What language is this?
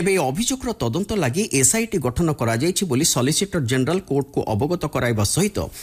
Odia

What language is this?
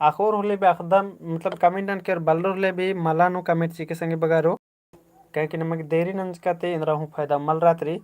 Kurukh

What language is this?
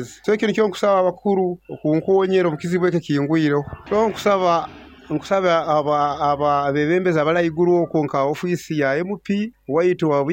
Nyoro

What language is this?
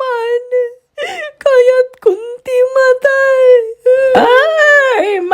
Iloko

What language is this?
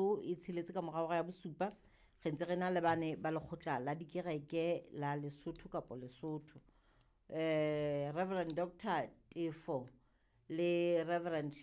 Southern Sotho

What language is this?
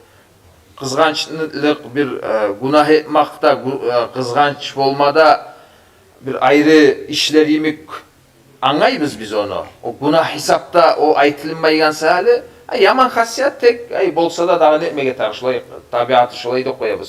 Kumyk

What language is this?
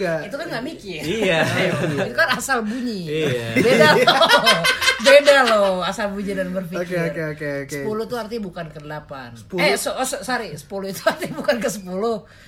Indonesian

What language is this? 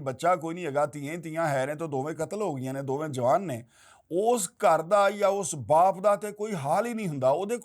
Western Panjabi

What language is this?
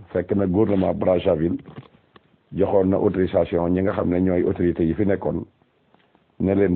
Wolof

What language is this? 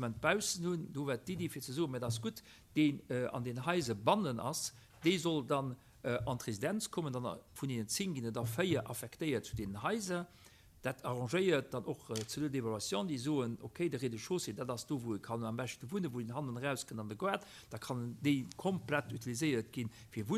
Luxembourgish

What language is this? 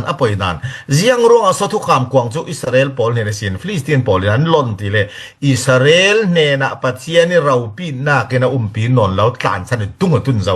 Falam Chin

